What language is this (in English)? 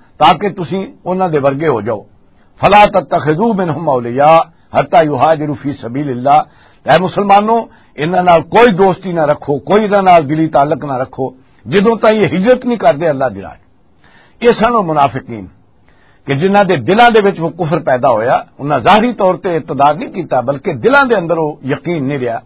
Western Panjabi